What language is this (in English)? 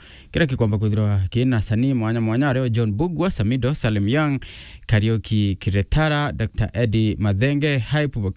Meru